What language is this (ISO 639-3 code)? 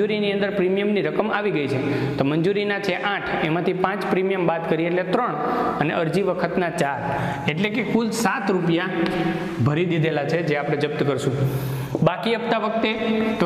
guj